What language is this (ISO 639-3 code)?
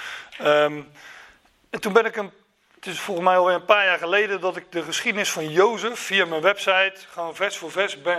nld